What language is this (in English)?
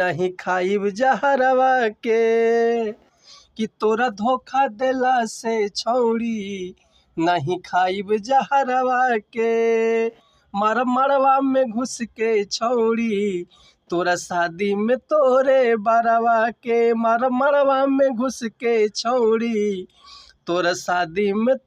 Bhojpuri